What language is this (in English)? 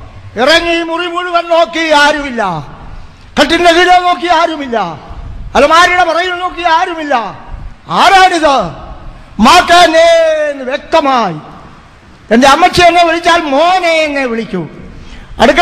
Malayalam